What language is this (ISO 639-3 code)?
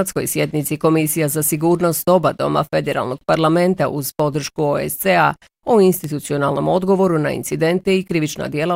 bos